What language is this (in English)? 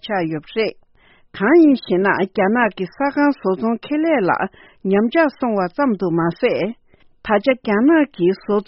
Tibetan